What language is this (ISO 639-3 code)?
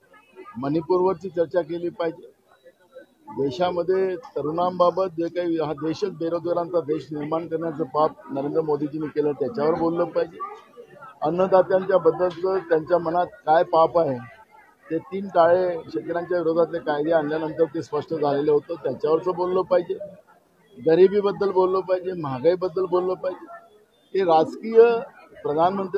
mar